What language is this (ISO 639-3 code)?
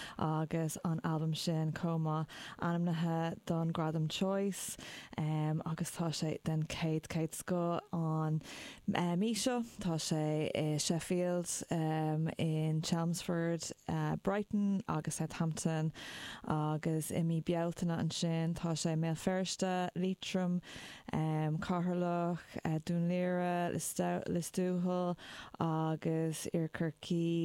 gle